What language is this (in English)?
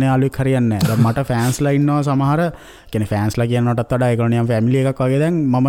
Sinhala